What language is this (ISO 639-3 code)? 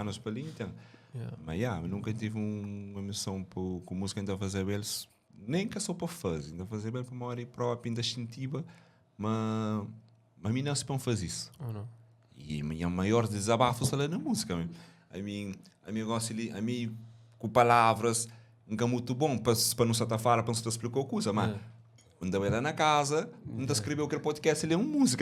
kea